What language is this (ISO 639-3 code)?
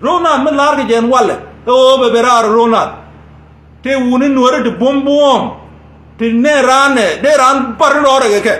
nus